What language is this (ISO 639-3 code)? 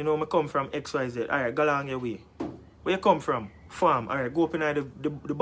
jam